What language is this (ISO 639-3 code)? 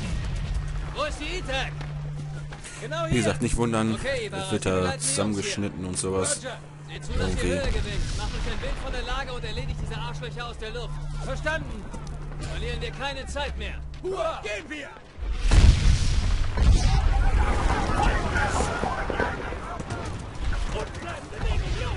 deu